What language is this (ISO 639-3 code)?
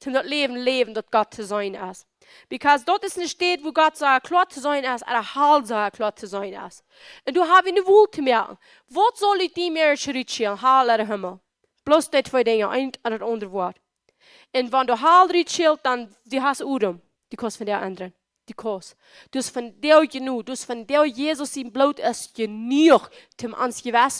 pdt